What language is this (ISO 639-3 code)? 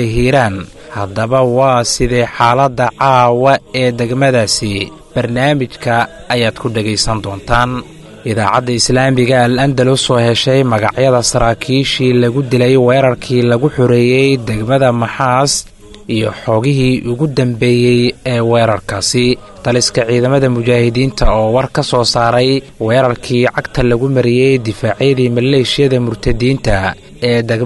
som